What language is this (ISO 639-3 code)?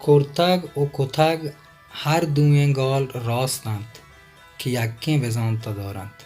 bal